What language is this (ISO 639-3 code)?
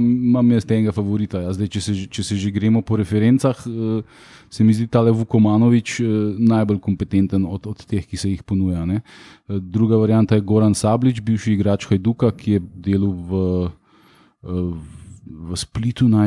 slv